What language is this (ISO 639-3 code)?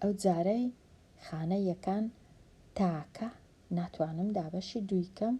ckb